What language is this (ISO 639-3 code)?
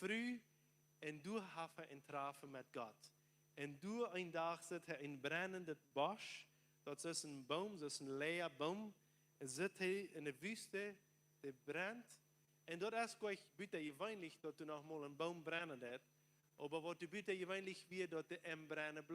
pdt